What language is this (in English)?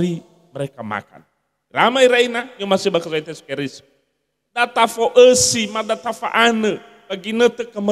Nias